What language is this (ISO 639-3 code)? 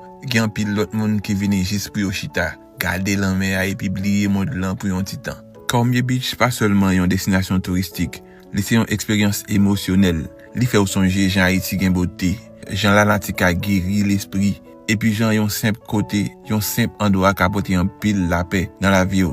hat